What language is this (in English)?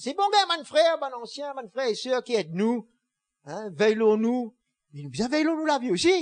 Morisyen